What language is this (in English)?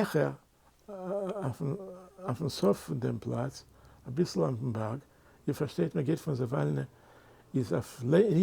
Yiddish